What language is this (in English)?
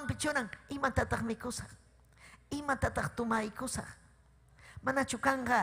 Ayacucho Quechua